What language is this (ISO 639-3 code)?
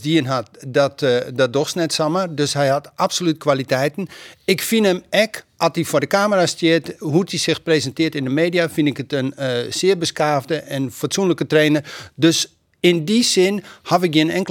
fry